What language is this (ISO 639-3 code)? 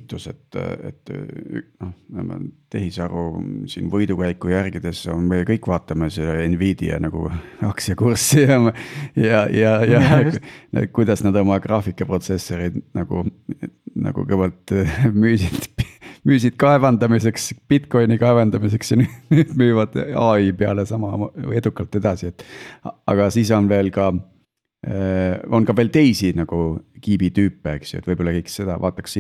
est